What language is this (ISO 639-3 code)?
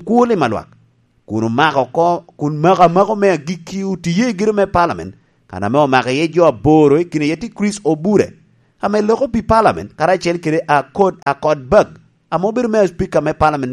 laj